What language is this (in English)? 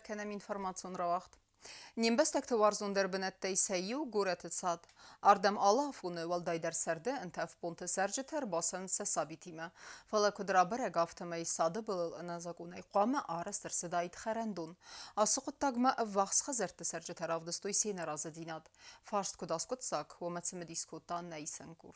Ossetic